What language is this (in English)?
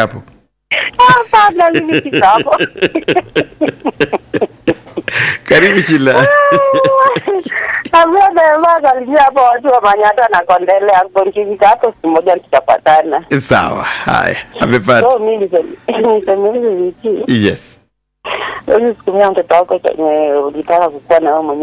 Swahili